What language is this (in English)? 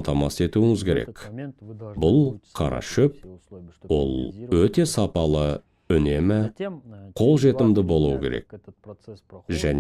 Kazakh